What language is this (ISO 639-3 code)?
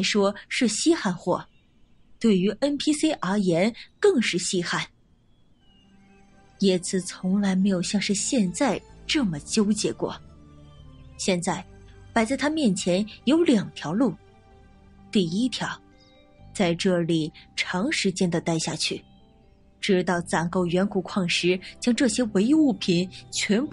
zho